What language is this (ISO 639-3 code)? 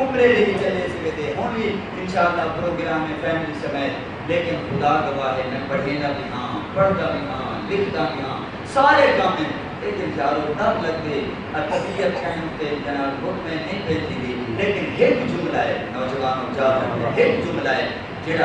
skr